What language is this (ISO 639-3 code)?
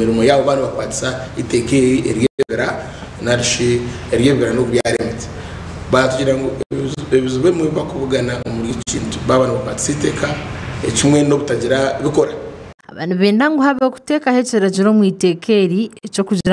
nyn